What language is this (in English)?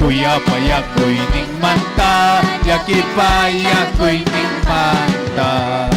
Ayacucho Quechua